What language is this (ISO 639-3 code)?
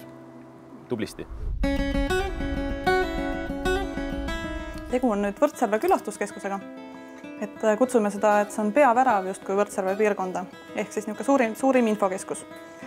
est